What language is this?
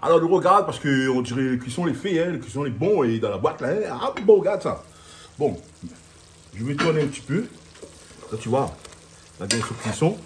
Réunion Creole French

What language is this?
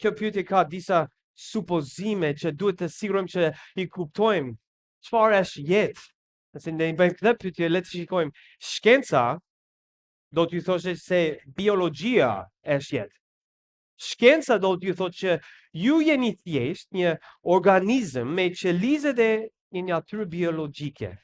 Albanian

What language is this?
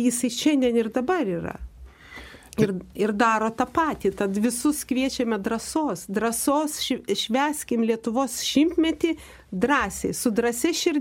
Lithuanian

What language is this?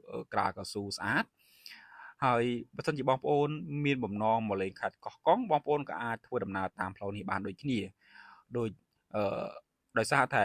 Khmer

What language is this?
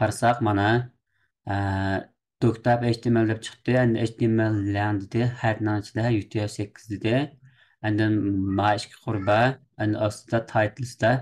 Uyghur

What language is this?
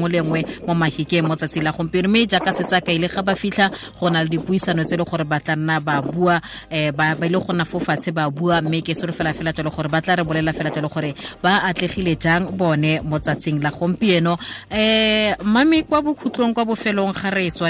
Tswana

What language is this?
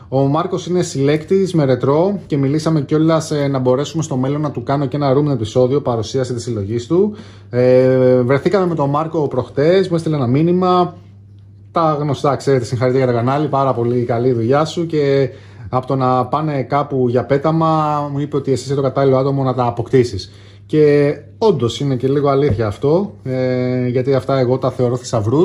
Greek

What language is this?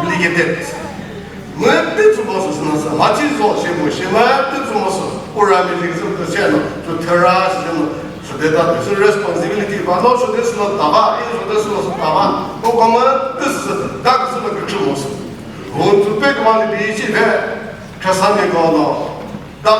Chokri Naga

